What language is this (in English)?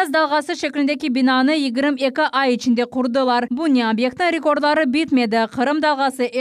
Crimean Tatar